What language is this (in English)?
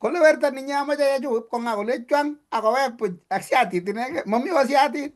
Kalenjin